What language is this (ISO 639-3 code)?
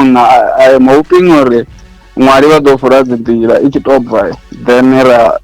ven